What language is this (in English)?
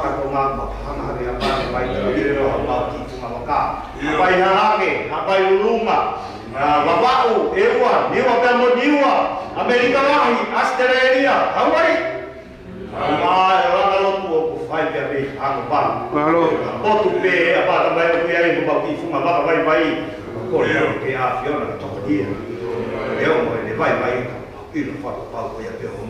Tongan